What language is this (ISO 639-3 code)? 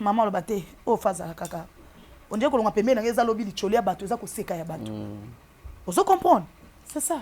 lin